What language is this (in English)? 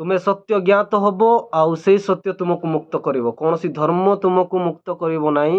Odia